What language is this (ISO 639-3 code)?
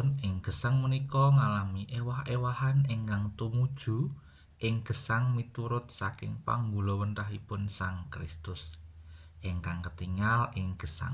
jav